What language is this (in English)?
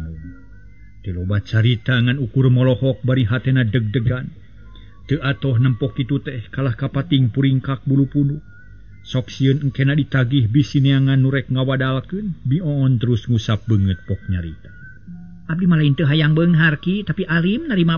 Sundanese